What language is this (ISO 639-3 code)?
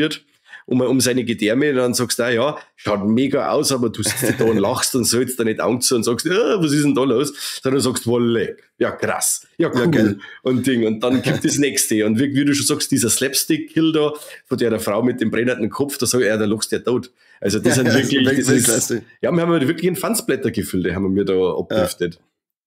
bar